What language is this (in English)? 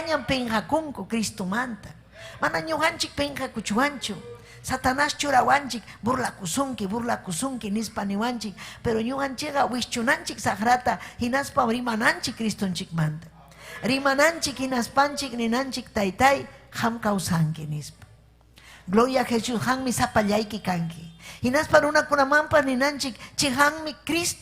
Ayacucho Quechua